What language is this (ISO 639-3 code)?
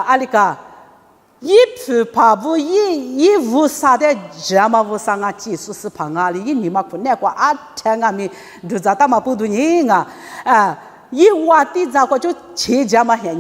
lis